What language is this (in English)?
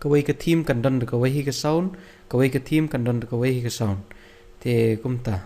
Khasi